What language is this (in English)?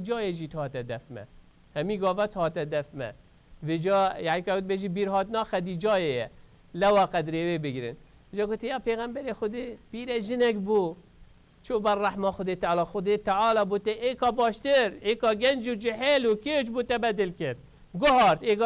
Kurdish